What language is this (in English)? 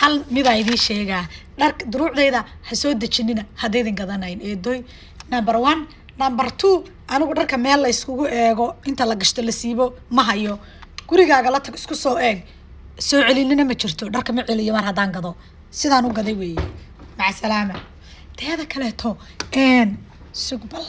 Somali